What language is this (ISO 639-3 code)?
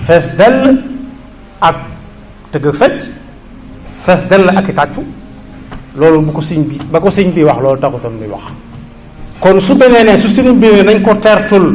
wol